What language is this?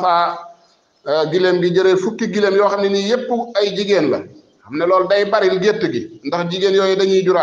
Wolof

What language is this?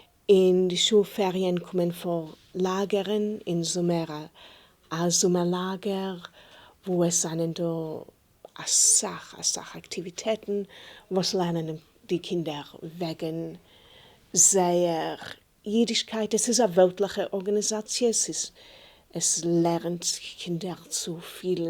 Yiddish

